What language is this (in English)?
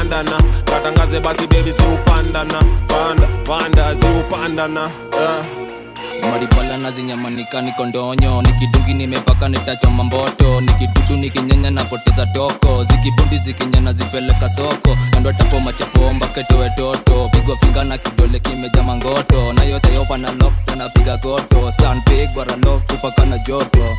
Swahili